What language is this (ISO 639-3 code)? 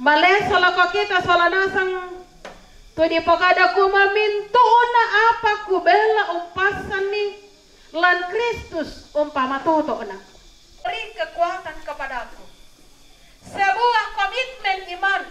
sda